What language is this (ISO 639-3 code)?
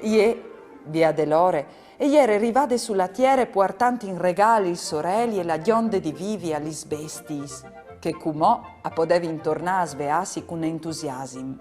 fur